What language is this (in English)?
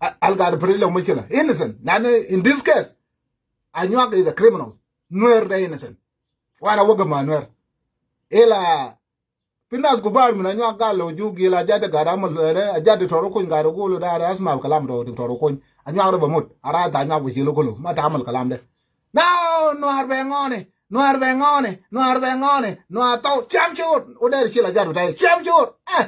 Nuer